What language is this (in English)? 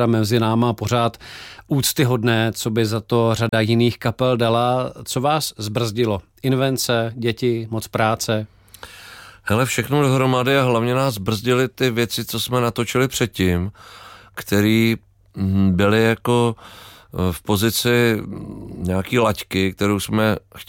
Czech